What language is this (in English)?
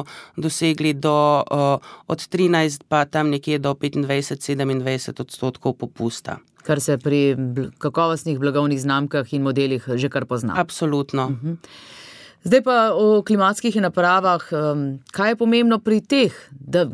Slovenian